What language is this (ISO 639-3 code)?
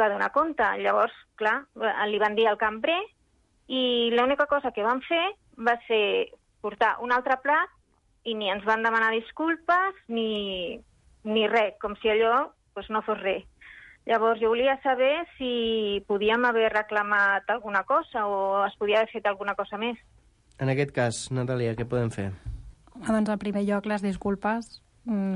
cat